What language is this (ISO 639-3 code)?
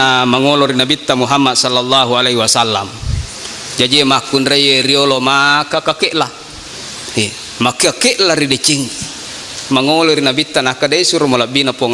bug